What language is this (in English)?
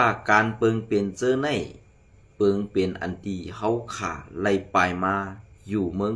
Shan